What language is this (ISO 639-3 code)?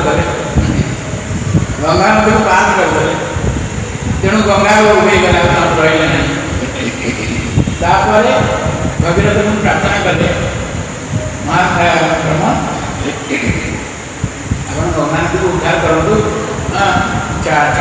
ori